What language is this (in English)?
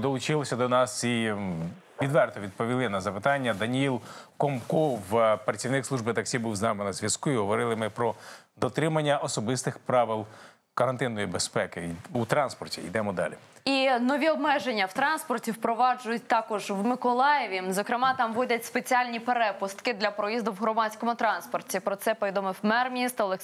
Ukrainian